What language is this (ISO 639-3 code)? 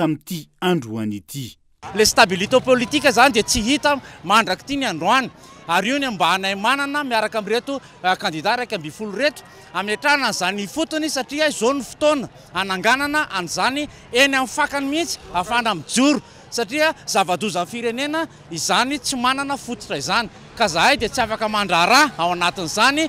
mlg